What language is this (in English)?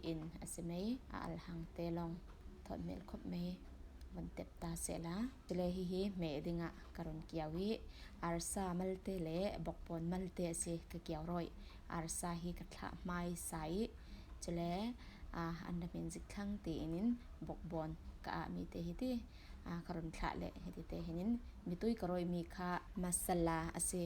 Falam Chin